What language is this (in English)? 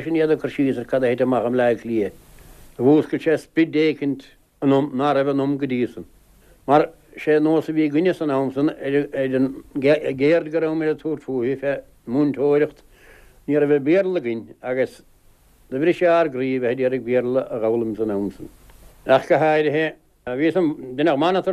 Irish